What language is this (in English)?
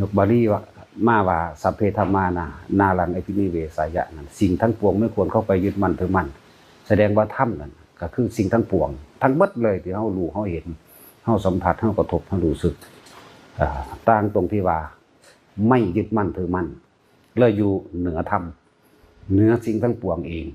Northeastern Thai